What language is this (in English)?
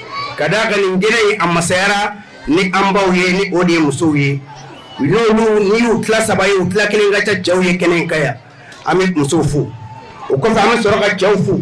Bambara